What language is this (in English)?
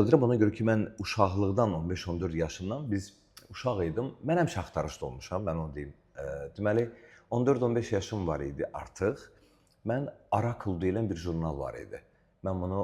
Azerbaijani